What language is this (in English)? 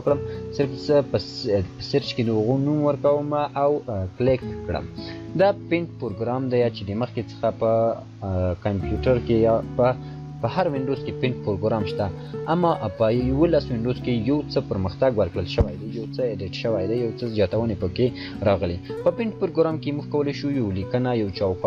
Pashto